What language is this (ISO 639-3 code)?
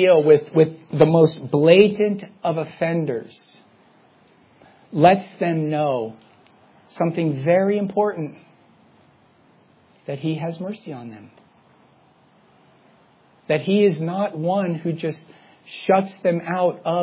eng